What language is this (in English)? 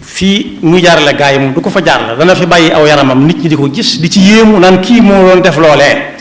Wolof